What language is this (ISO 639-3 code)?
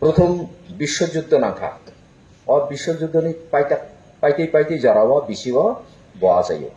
trp